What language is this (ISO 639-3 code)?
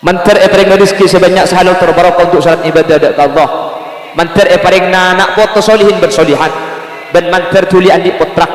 mad